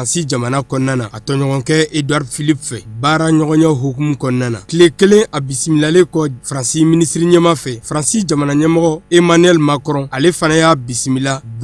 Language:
Bambara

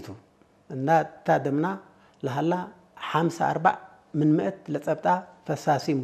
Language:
Tigre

